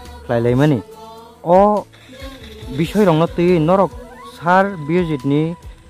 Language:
Kok Borok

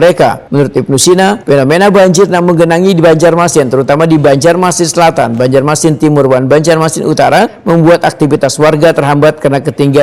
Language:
Banjar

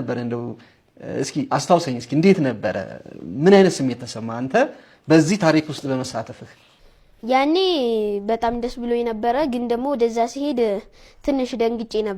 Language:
Amharic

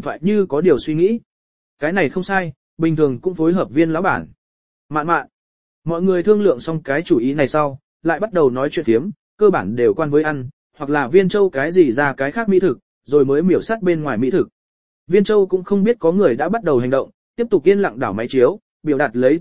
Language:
Vietnamese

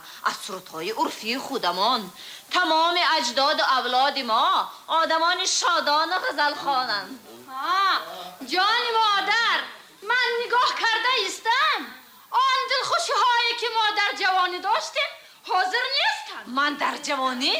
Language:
Tajik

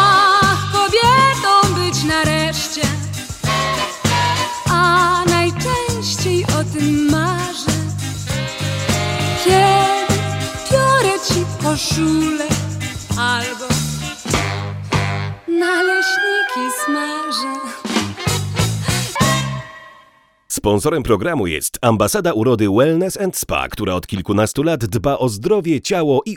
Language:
Polish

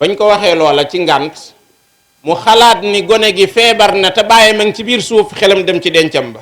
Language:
Wolof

